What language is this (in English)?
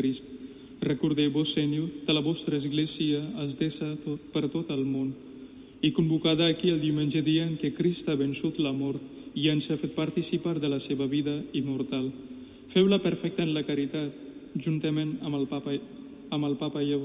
Catalan